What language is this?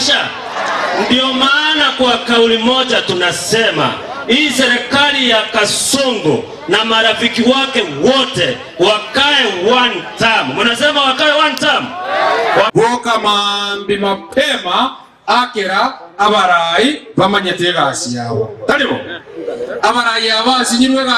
Gusii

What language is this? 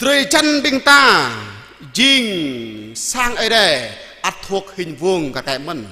Jarai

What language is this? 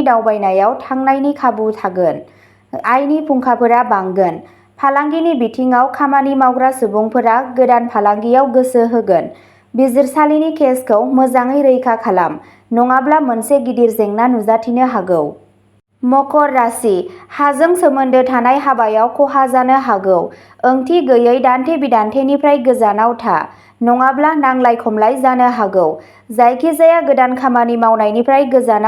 Bodo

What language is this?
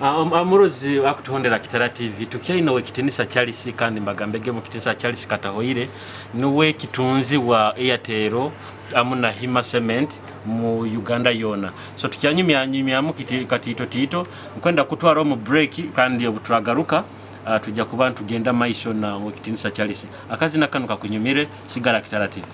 Nyoro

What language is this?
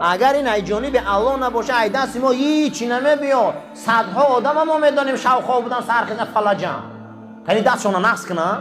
Tajik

